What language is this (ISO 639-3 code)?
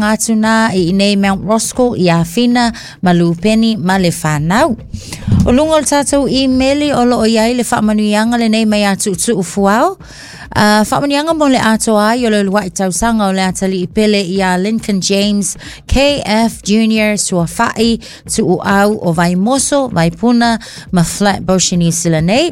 smo